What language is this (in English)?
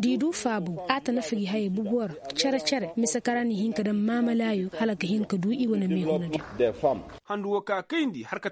Koyraboro Senni